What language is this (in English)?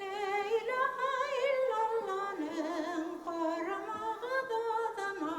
Bashkir